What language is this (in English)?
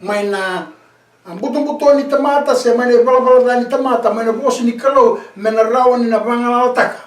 Fijian